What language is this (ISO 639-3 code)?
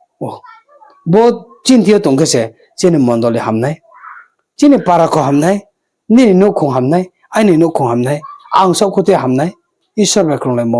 ria